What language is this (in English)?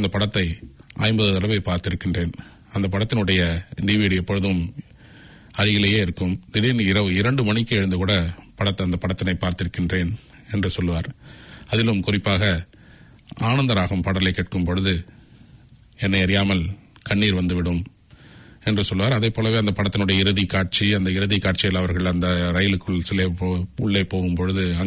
Tamil